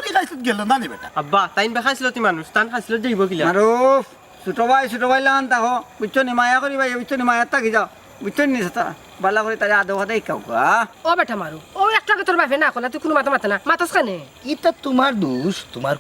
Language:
Sylheti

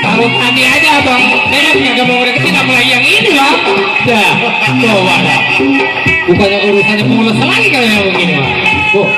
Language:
Betawi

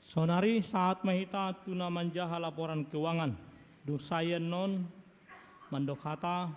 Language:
Batak Toba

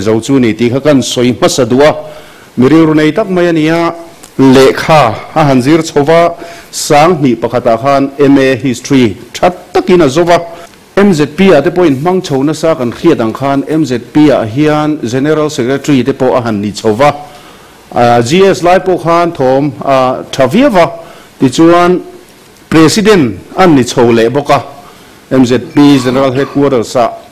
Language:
Mizo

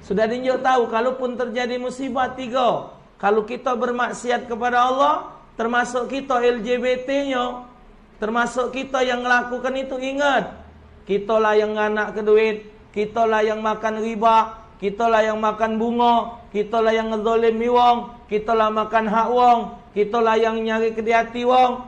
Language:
Musi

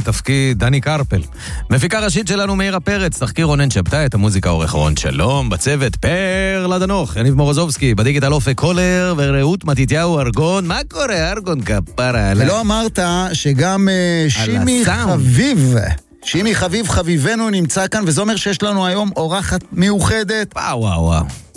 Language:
Hebrew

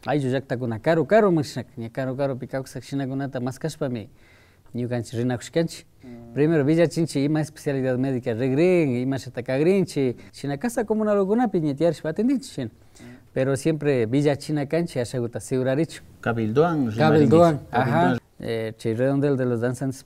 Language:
Imbabura Highland Quichua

